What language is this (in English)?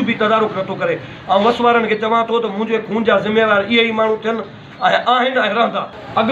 Sindhi